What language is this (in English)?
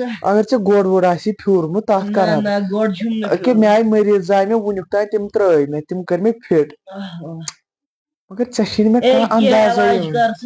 Kashmiri